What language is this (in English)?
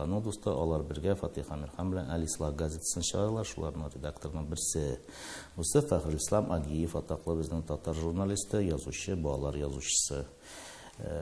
Tatar